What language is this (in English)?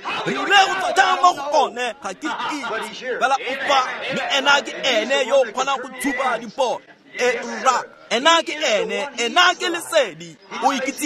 Tswana